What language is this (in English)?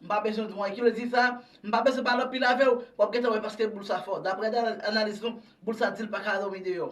Haitian Creole